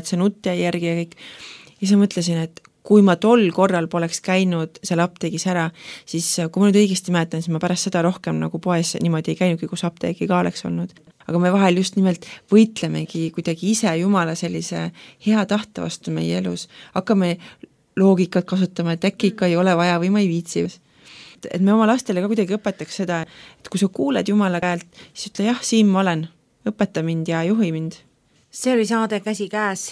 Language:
Estonian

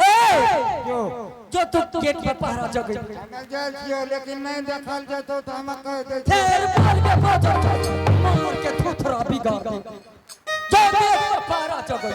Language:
Angika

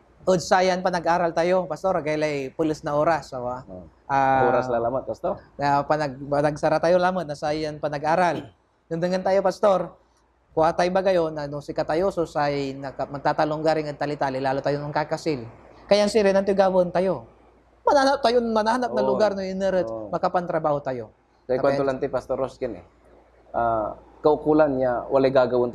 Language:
Pangasinan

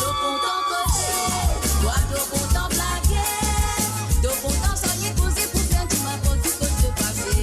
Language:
Morisyen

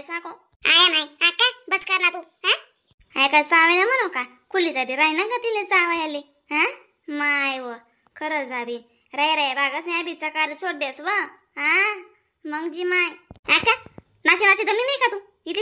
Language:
Khandesi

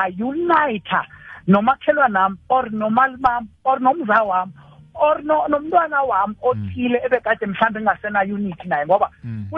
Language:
South Ndebele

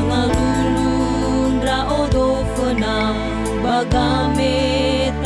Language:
Nias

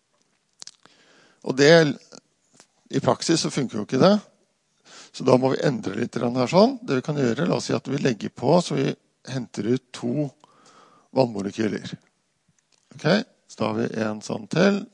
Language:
Norwegian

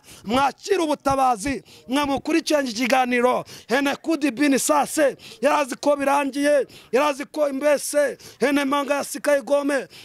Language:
Kinyarwanda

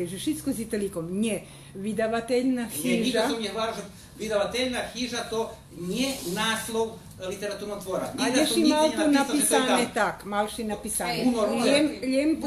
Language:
Rusyn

